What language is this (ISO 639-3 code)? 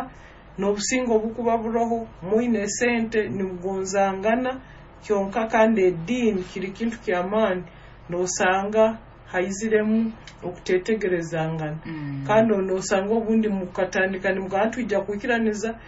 nyo